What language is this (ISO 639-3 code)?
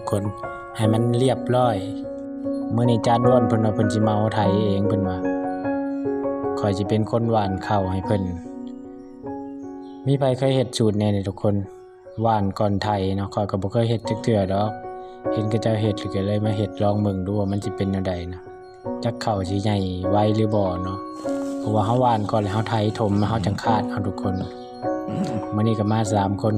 lao